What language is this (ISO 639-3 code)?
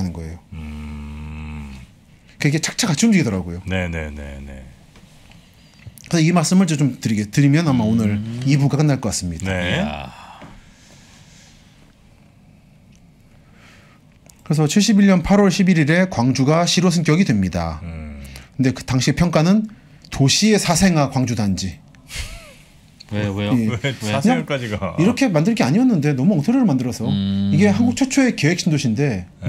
kor